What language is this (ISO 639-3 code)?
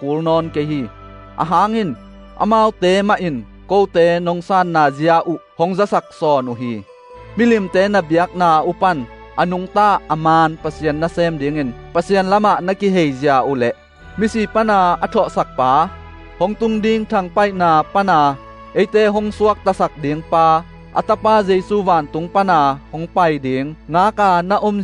ctd